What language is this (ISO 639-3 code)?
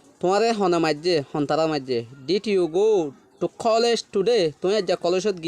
rhg